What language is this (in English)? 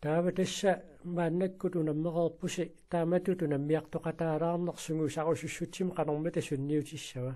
Kalaallisut